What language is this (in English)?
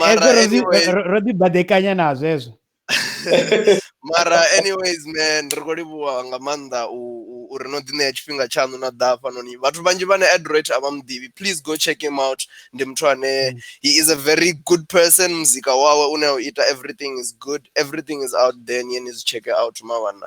Venda